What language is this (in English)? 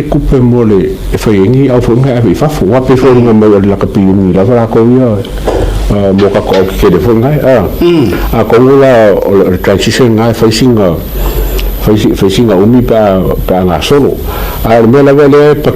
Samoan